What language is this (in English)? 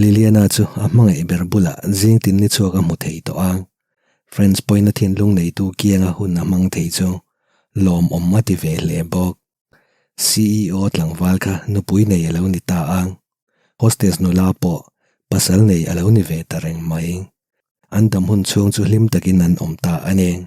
Mizo